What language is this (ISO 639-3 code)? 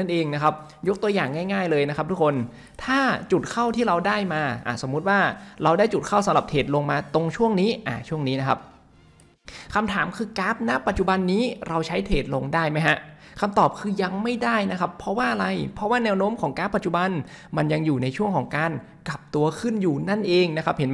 tha